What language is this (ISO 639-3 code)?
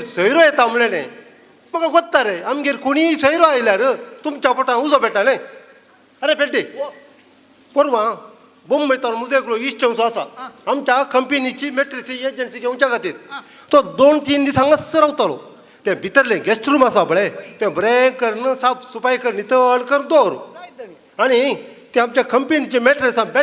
kok